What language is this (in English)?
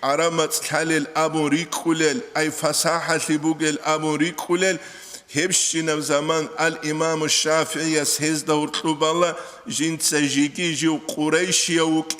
Avaric